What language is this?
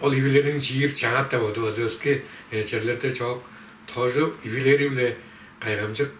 Tuvinian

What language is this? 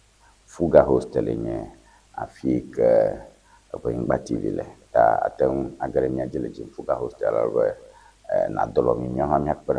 Ewe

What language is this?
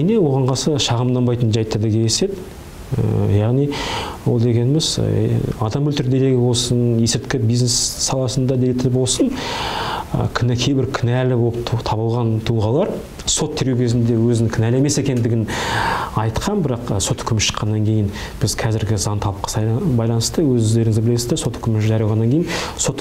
Kazakh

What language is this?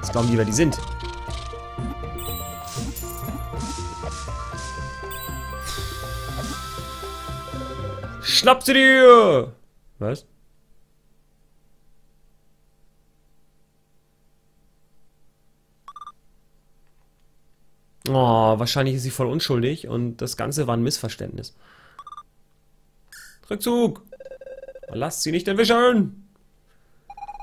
German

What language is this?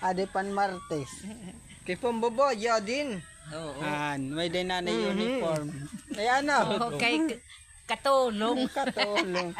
Waray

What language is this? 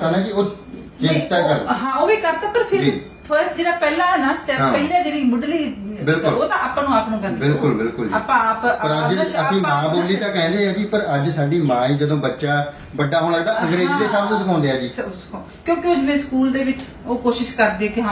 Punjabi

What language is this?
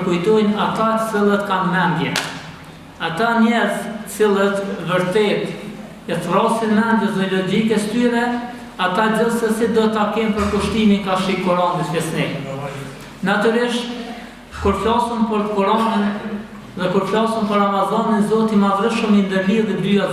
Albanian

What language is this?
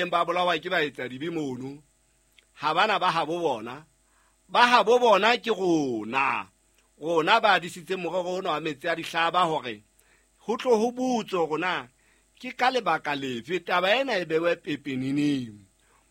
Southern Sotho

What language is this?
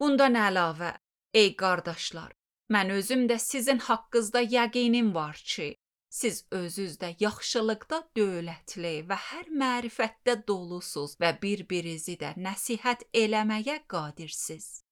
Azerbaijani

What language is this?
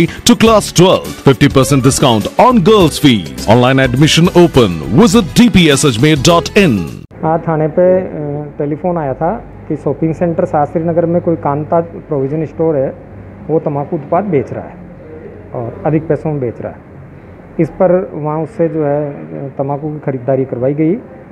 Hindi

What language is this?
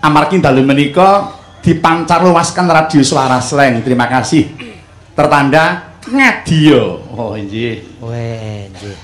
Javanese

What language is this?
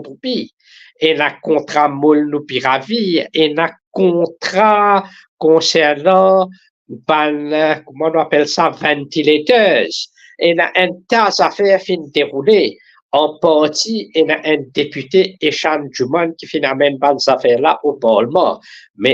Morisyen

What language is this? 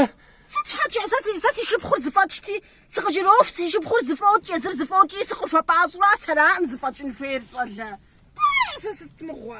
Kabardian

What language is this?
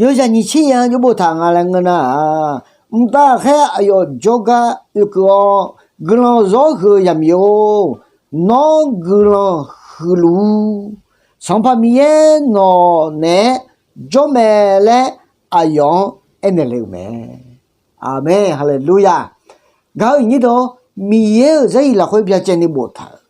Akha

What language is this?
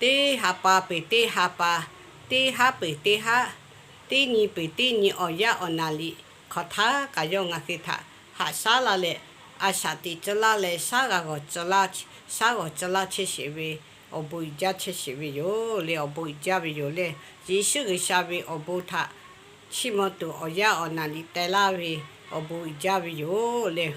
Lahu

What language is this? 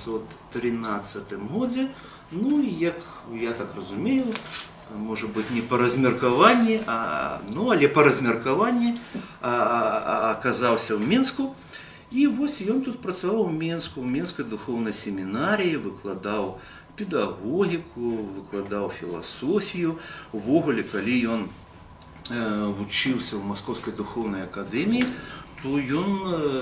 Belarusian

